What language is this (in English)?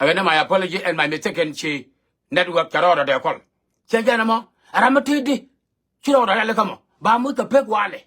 Nuer